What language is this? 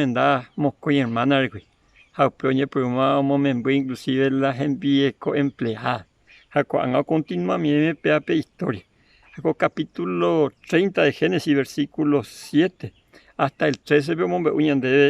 Guarani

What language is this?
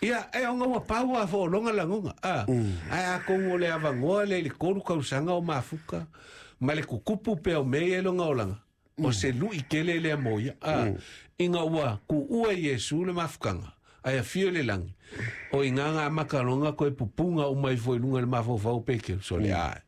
Samoan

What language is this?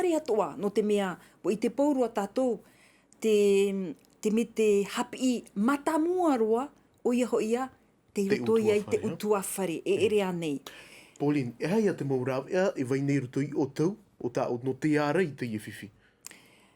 Tahitian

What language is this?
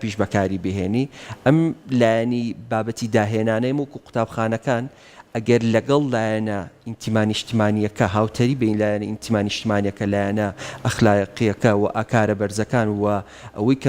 Central Kurdish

